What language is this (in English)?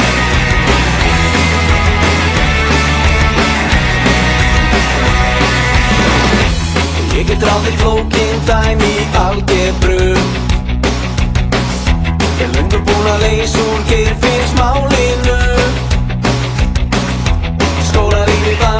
Icelandic